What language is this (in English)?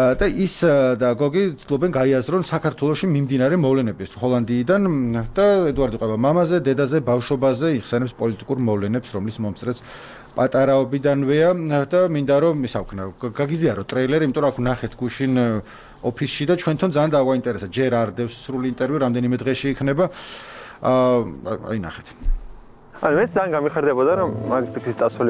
Georgian